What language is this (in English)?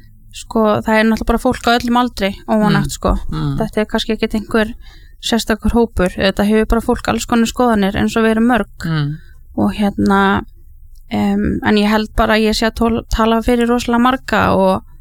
Icelandic